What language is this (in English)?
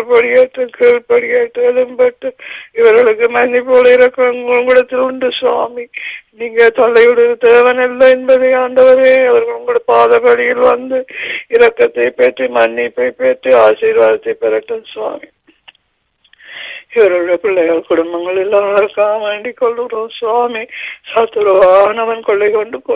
Tamil